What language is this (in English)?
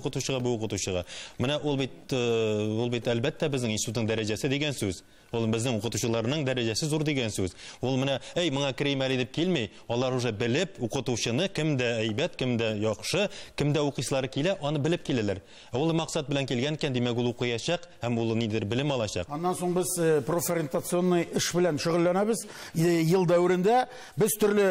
Tatar